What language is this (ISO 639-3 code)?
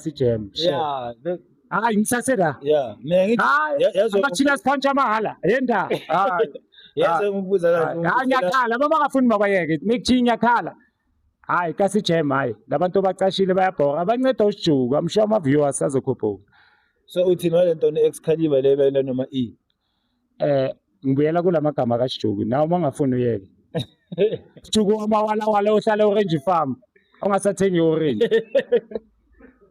zul